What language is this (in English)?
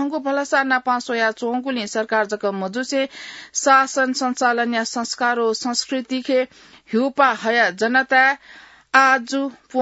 Newari